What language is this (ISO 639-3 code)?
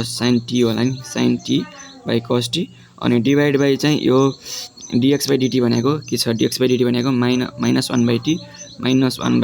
nep